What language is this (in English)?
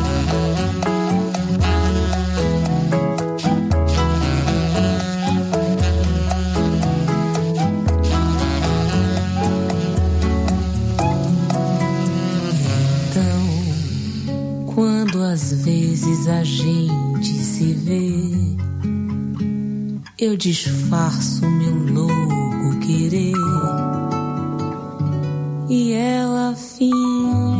Portuguese